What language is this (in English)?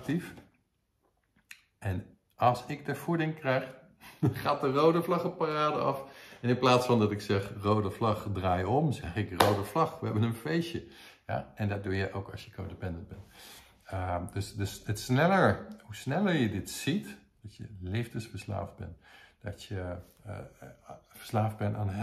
Dutch